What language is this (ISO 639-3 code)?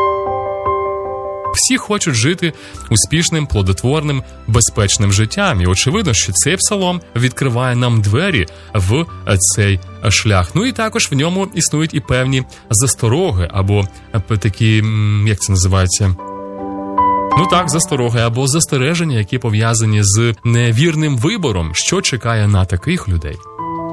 ukr